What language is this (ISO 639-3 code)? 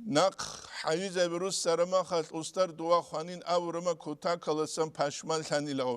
ava